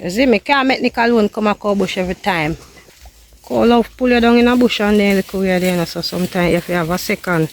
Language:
Jamaican Creole English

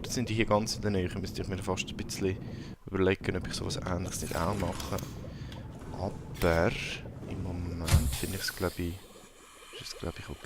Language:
Swiss German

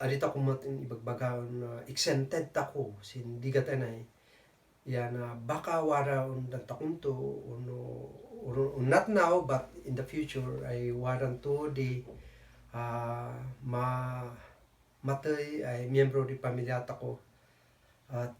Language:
Kankanaey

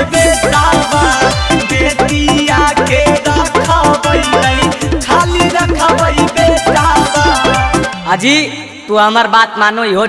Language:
Magahi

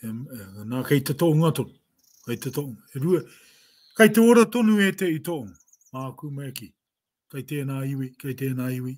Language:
Māori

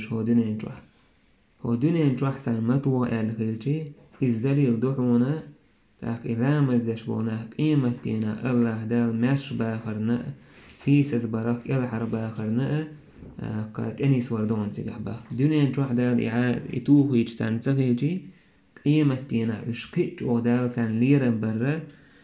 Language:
Chechen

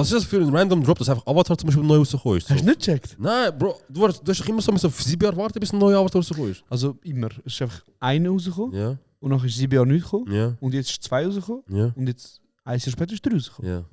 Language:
Swiss German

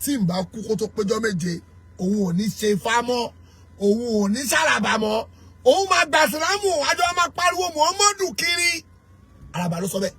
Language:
Yoruba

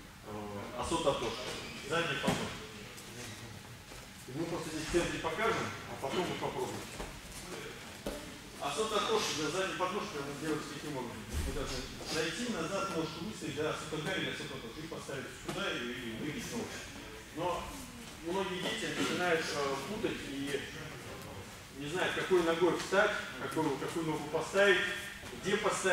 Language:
Russian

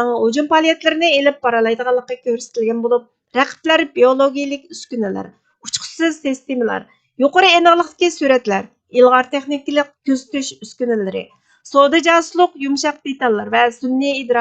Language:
Uyghur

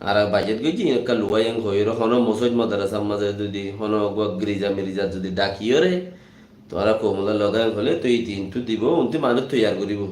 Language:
Rohingya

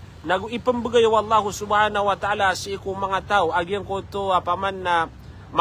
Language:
Maranao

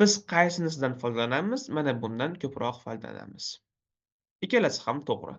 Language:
Uzbek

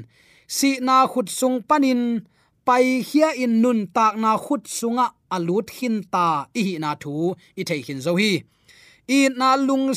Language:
Tedim Chin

